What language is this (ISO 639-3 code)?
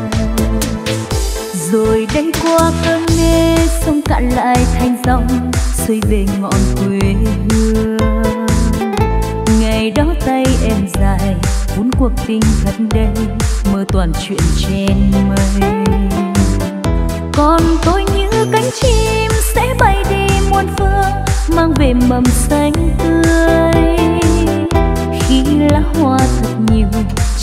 vie